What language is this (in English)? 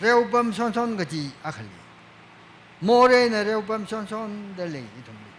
Tangkhul Naga (India)